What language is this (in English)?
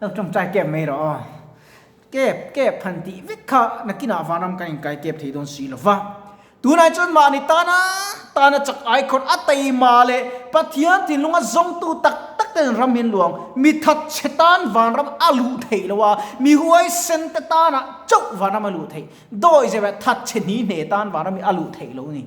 Mizo